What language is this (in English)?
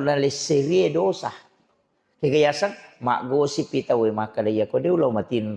Buginese